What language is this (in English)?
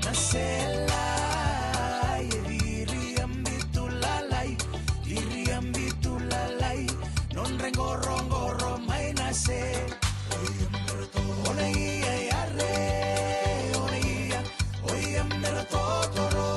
Fijian